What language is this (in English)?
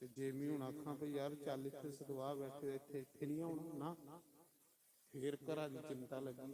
Dogri